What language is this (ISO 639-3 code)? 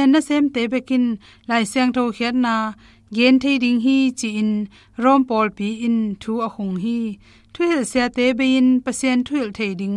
ctd